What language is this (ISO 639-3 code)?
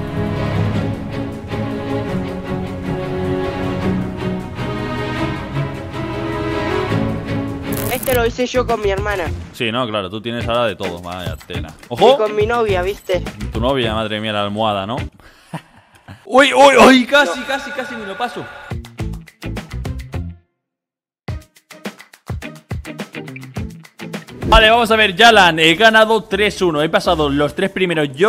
spa